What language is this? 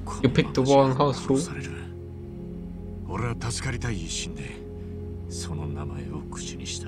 Japanese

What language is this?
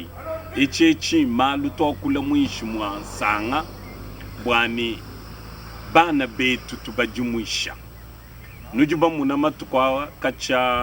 Luba-Lulua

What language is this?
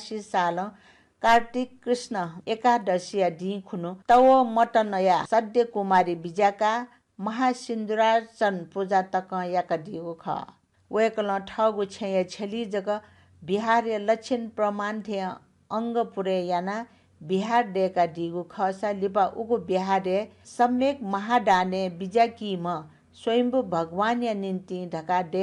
Newari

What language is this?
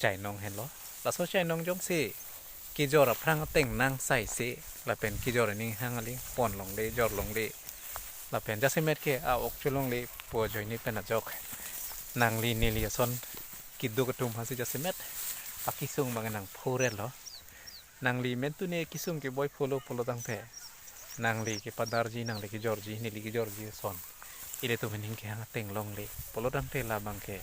Karbi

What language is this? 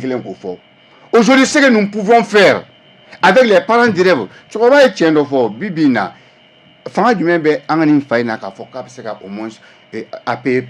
Bambara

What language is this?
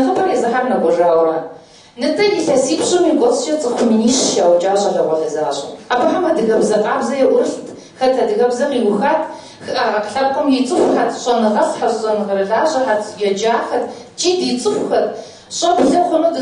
Kabardian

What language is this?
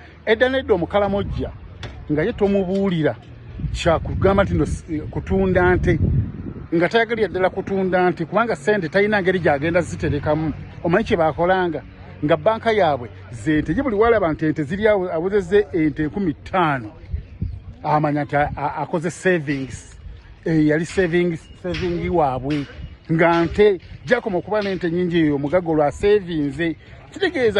Ganda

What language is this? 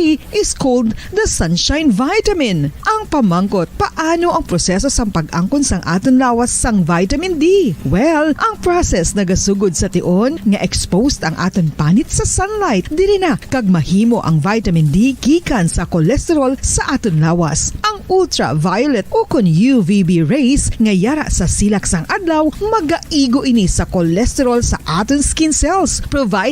Hiligaynon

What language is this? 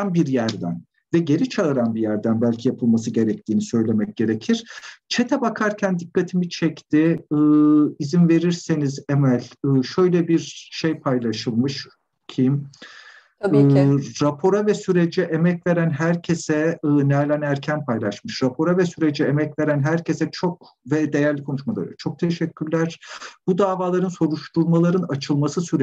Turkish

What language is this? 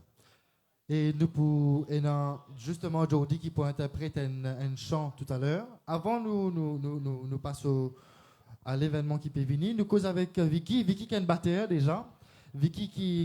Morisyen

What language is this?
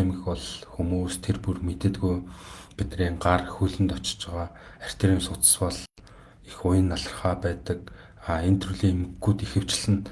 Mongolian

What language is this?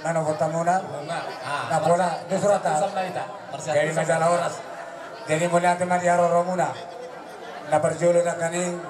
Batak Toba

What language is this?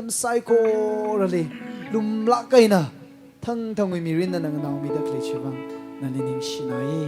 Tangkhul Naga (India)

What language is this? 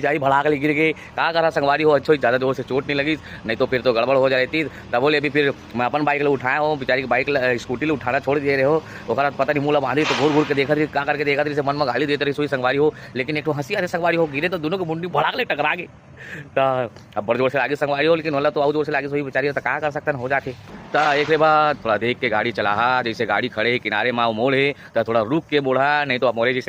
Chhattisgarhi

